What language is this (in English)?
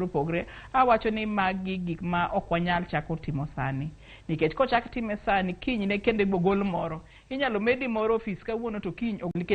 Luo (Kenya and Tanzania)